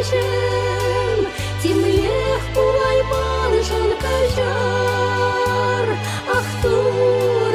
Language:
Chuvash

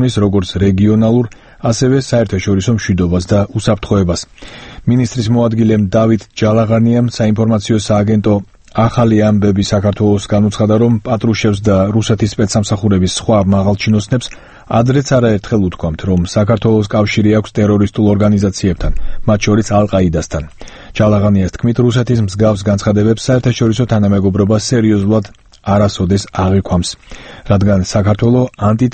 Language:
Georgian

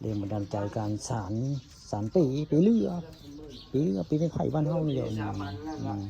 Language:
Northeastern Thai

